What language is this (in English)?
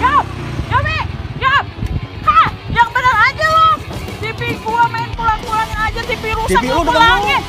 Betawi